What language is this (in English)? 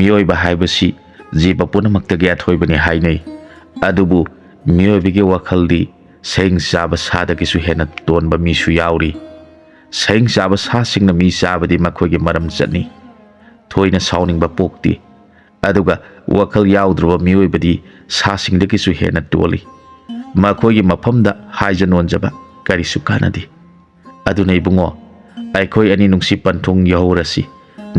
Manipuri